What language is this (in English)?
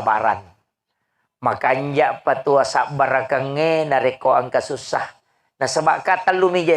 Buginese